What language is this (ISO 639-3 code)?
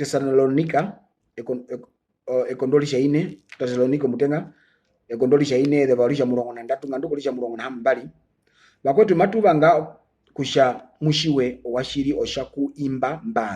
her